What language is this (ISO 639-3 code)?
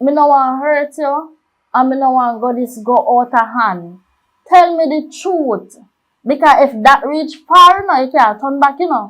jam